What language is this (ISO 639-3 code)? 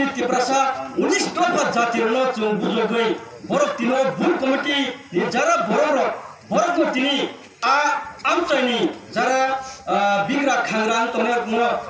trp